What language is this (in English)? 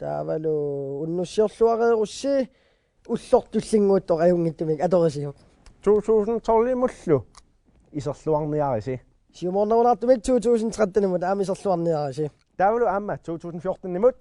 Kalaallisut